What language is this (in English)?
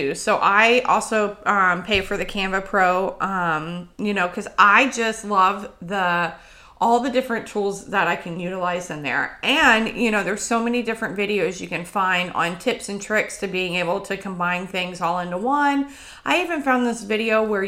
English